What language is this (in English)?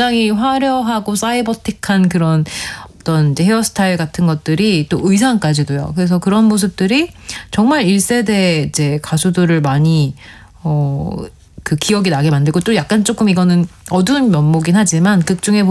Korean